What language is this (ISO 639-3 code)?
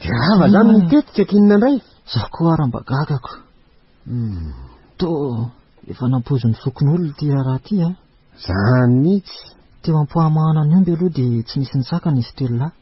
mlg